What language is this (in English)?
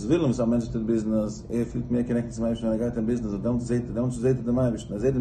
Yiddish